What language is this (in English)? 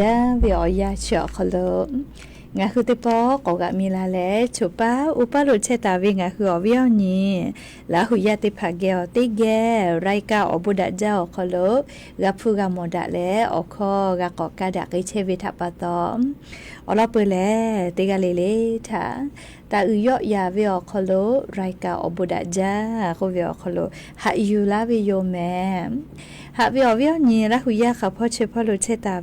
Lahu